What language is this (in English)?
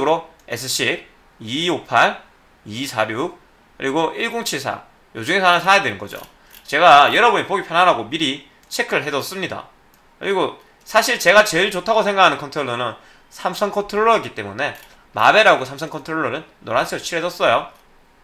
Korean